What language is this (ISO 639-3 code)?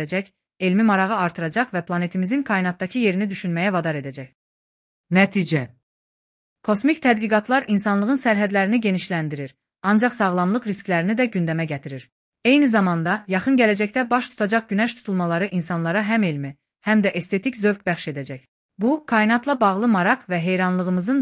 aze